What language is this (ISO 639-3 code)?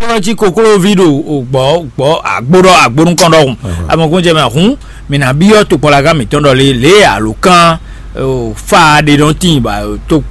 fon